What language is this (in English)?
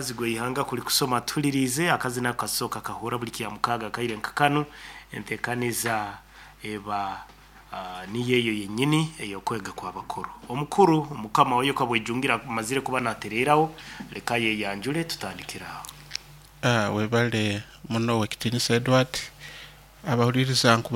Nyoro